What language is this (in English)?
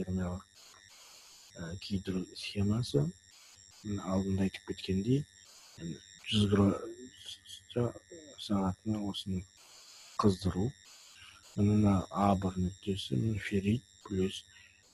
Kazakh